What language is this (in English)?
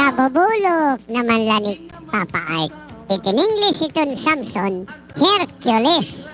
Waray